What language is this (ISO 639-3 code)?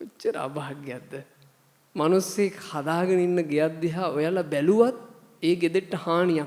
sin